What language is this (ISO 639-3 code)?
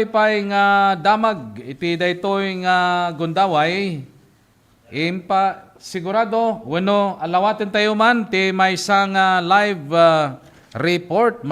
ilo